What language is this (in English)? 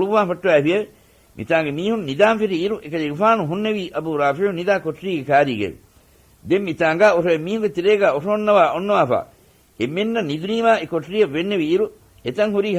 Divehi